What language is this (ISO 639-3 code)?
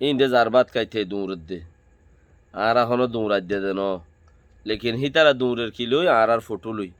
rhg